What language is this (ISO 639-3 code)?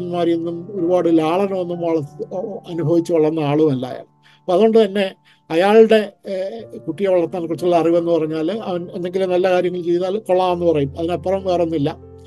mal